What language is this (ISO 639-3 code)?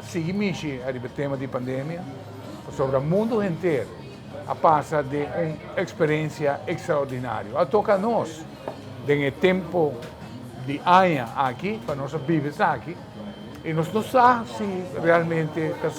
pap